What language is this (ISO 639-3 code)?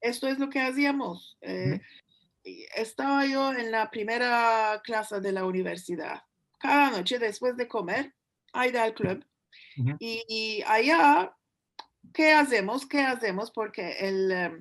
lad